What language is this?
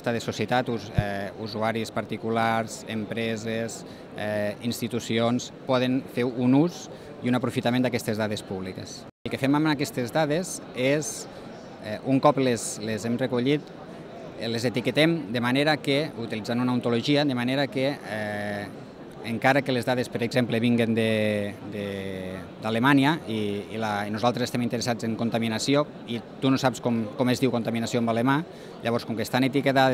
Catalan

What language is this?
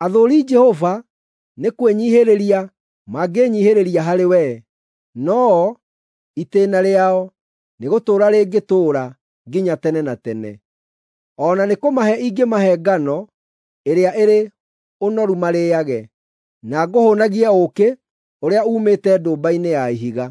Kikuyu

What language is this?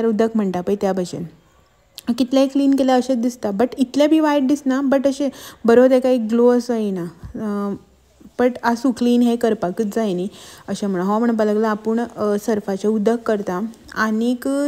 Konkani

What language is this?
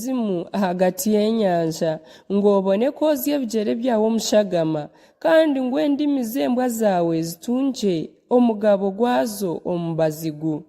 Nyankole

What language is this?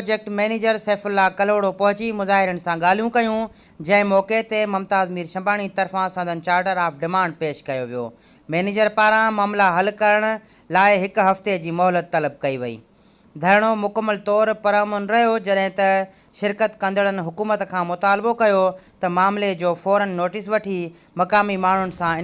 Sindhi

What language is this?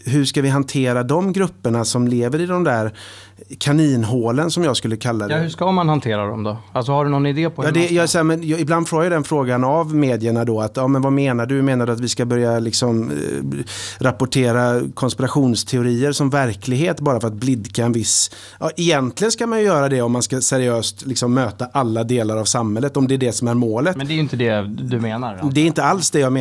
Swedish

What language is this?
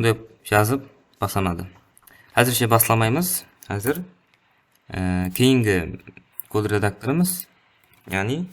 Kara-Kalpak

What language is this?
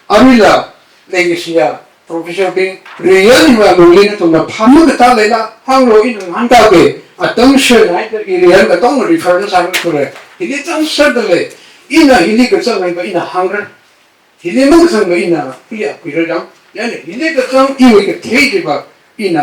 Tangkhul Naga (India)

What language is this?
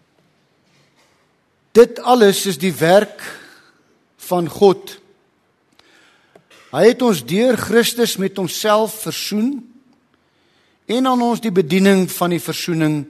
Afrikaans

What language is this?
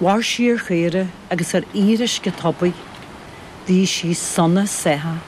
Irish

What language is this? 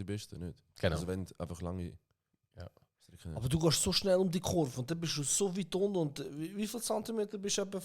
Swiss German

